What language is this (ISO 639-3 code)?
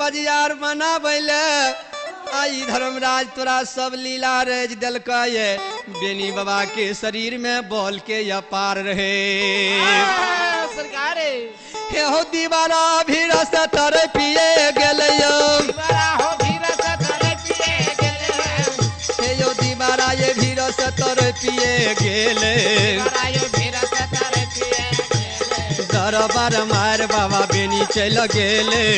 mai